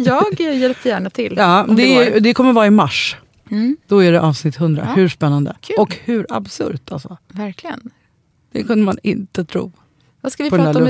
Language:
Swedish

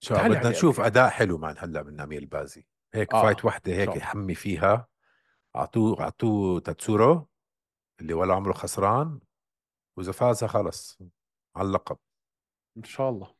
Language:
North Levantine Arabic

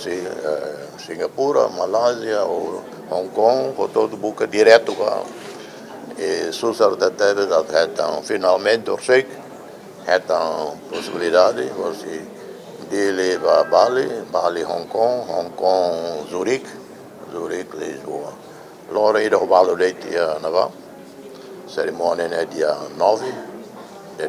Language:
Tetum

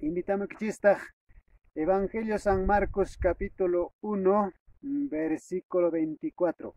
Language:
Quechua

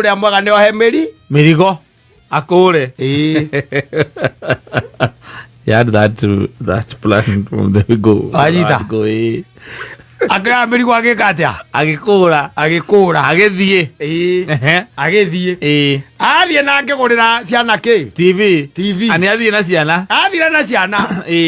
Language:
Kikuyu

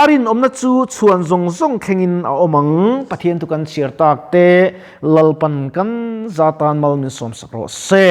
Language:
Mizo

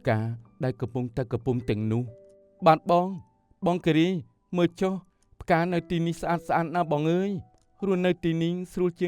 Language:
Khmer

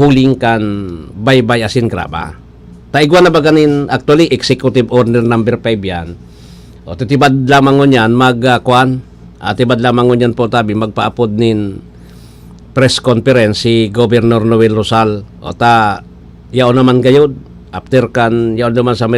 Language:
Bikol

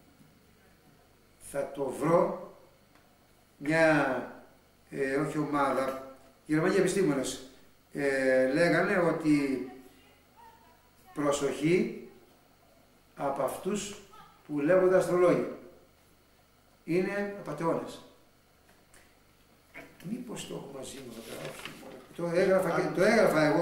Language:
Greek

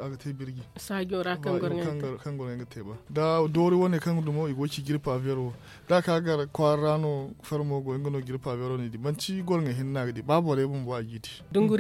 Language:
Zarma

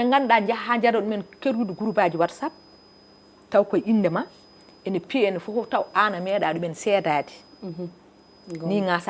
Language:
Fula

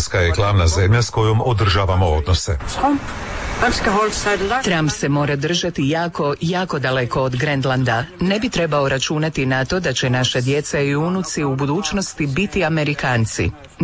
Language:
Croatian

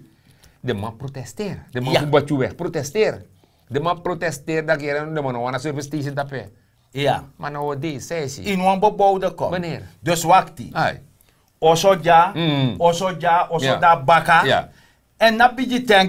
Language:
Sranan Tongo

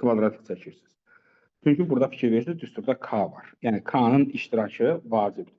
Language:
Azerbaijani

